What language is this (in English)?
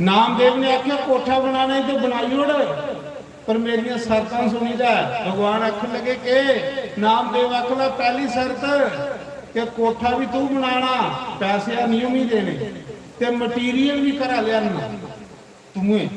Dogri